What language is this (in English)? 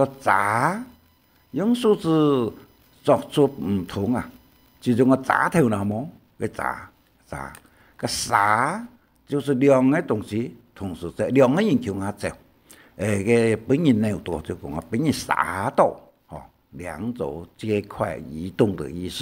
Hakka Chinese